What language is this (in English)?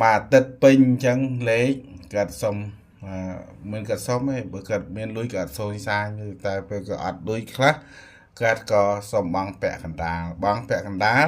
Khmer